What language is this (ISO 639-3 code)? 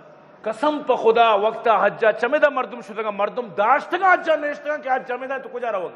bgp